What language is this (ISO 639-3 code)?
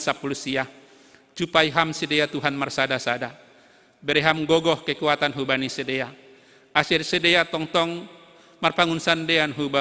bts